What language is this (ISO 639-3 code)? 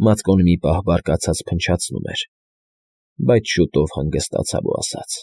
hye